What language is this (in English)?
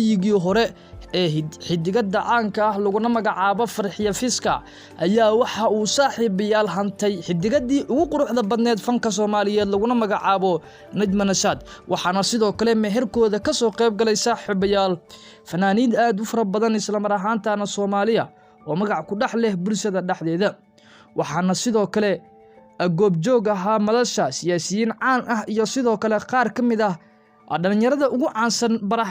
Somali